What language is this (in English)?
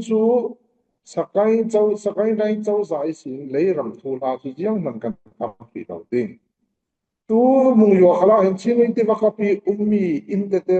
Falam Chin